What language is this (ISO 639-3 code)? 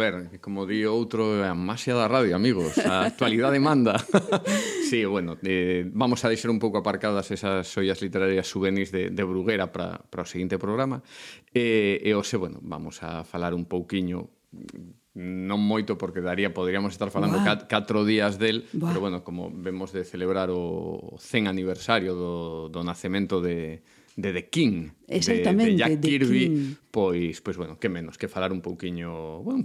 glg